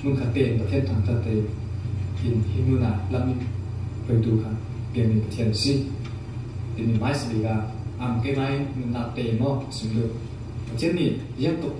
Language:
Falam Chin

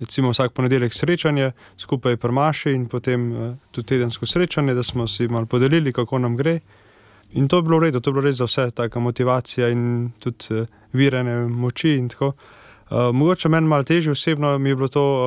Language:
Slovenian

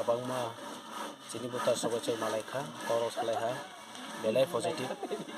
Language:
Kok Borok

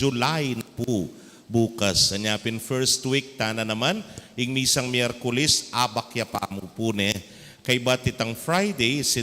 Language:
Pampanga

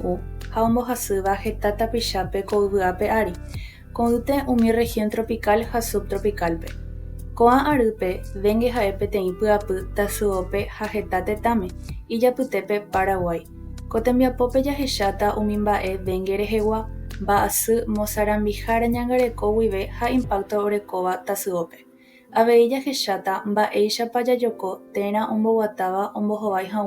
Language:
Guarani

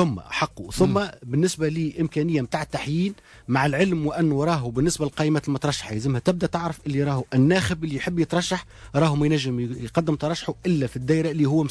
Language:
Tunisian Arabic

